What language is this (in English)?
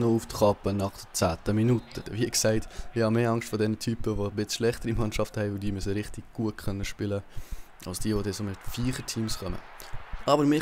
Swiss German